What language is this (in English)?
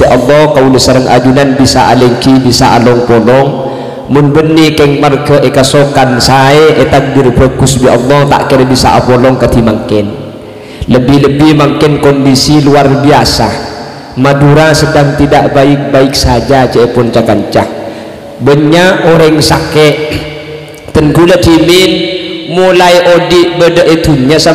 Madurese